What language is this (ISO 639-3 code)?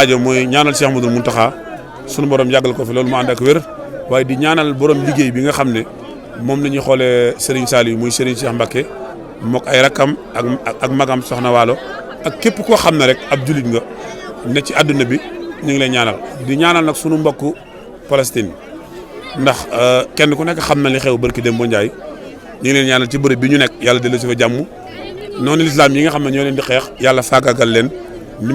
wol